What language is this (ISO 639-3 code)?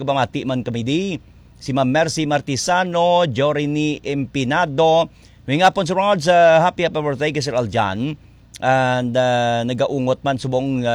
hil